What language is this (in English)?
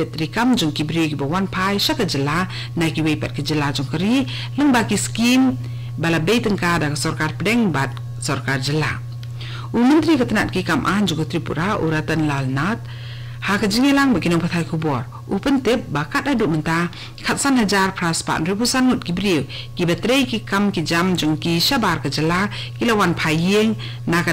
Khasi